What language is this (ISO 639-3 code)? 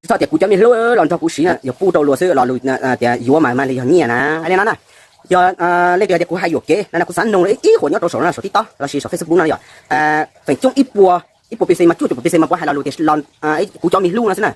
hmn